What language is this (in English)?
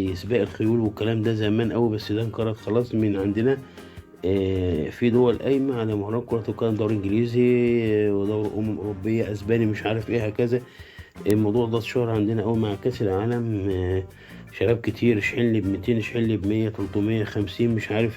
Egyptian Arabic